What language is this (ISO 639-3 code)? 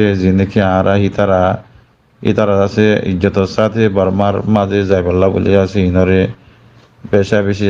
rhg